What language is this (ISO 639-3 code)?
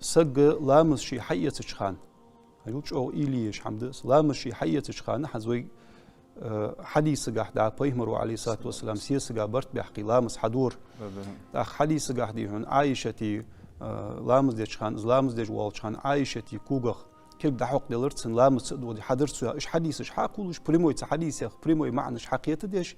inh